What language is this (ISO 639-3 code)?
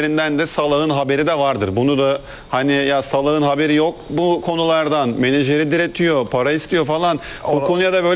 tur